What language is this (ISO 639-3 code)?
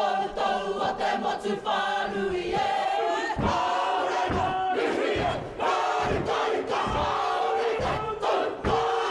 mri